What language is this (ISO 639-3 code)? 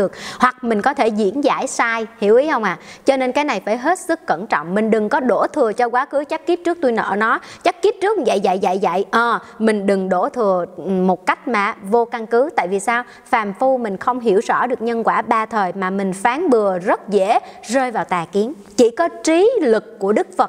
vie